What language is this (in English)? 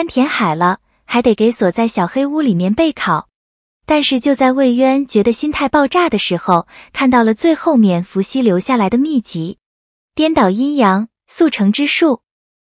Chinese